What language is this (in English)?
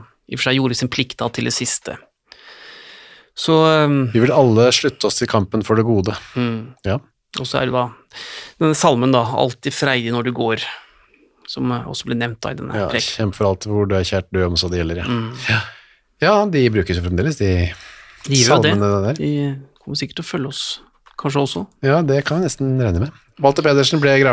Norwegian